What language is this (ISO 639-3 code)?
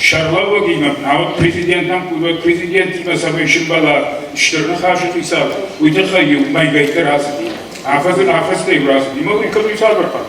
oss